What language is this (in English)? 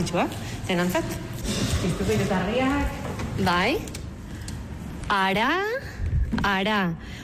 Basque